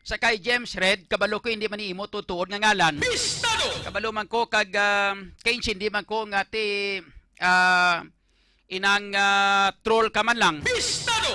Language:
Hiligaynon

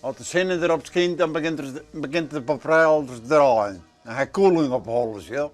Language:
Western Frisian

